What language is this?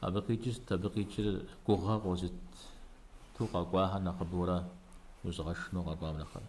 Kabardian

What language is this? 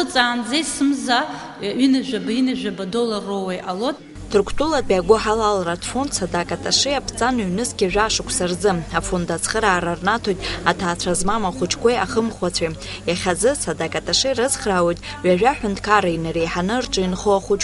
Abkhazian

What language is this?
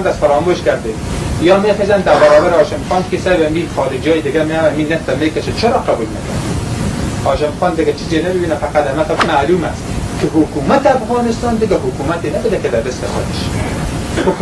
Persian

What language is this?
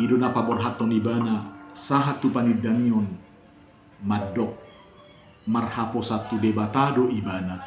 Batak Toba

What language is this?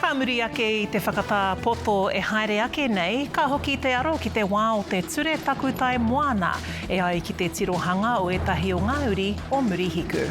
Māori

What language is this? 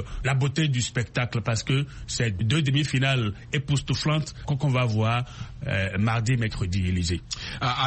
French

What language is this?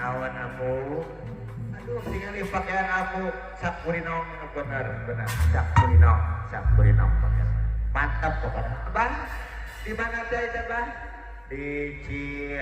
Sundanese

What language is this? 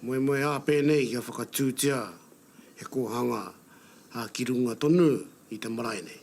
Māori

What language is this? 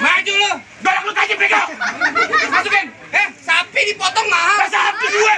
Betawi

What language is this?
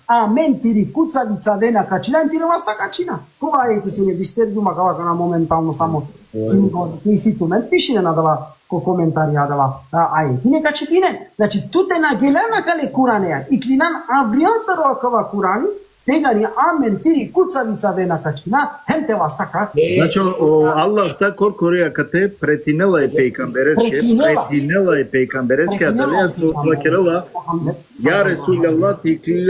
Balkan Romani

